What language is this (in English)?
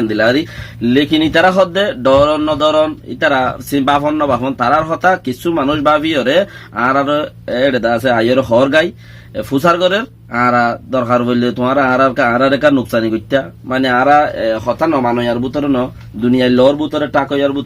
Rohingya